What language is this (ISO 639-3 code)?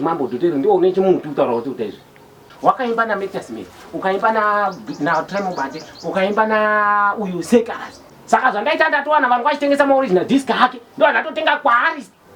sna